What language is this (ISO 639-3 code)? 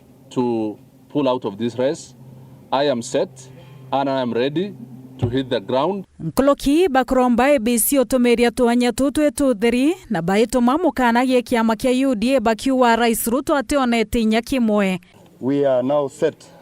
mer